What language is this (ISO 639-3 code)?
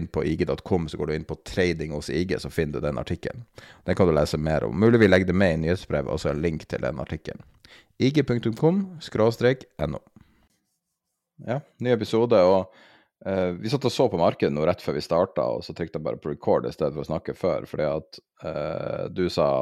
nor